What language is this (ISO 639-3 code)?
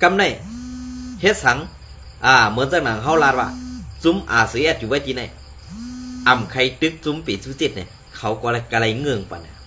shn